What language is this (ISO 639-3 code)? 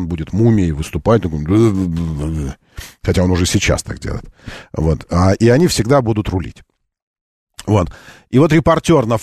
rus